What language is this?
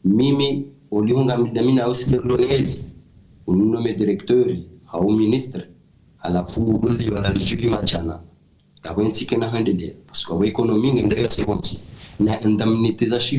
Ngazidja Comorian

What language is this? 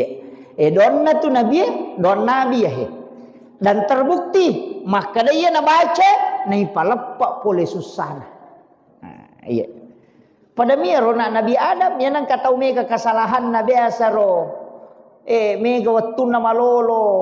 Buginese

